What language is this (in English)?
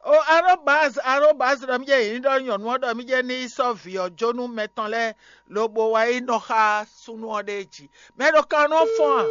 Fon